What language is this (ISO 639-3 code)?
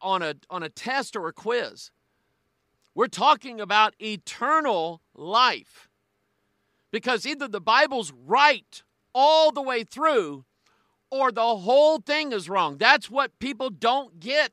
eng